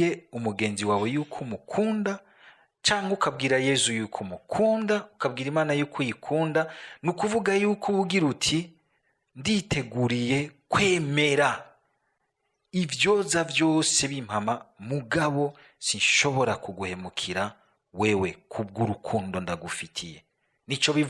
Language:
Rundi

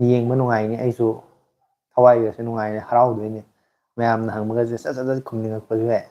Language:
Manipuri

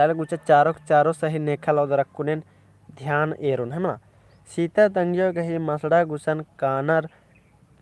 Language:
Kurukh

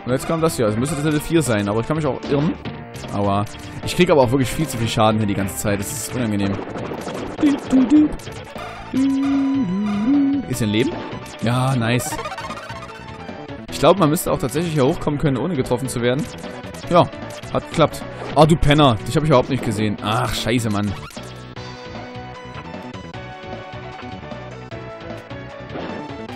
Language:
German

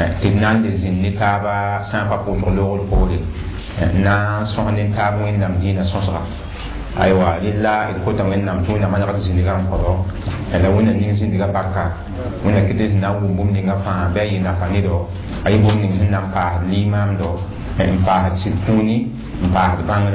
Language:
Mossi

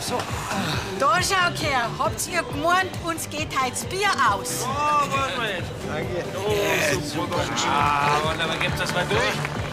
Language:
Bavarian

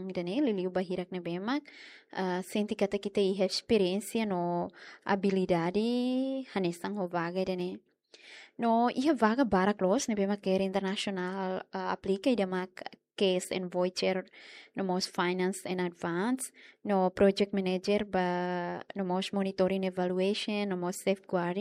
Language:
Tetum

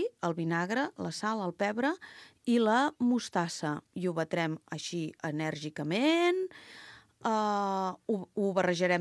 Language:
Catalan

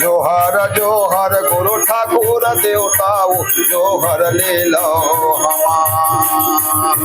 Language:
Chhattisgarhi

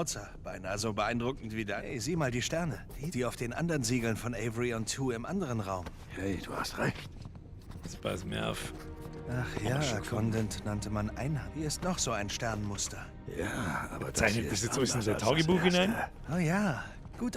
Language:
Bavarian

